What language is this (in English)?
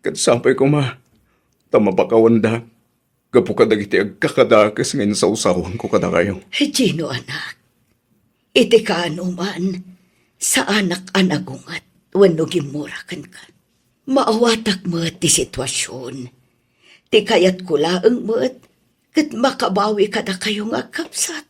Iloko